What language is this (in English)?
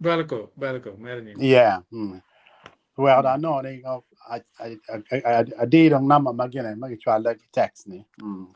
Acoli